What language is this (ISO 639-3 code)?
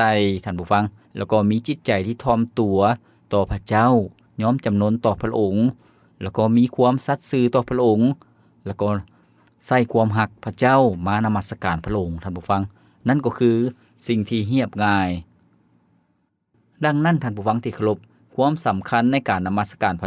lao